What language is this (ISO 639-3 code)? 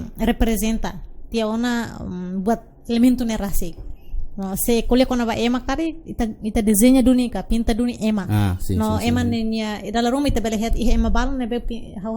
tet